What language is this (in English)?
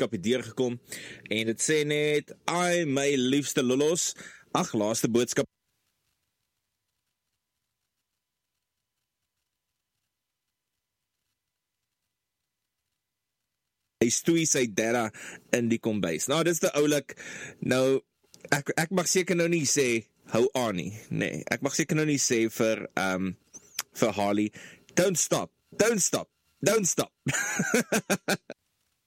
Afrikaans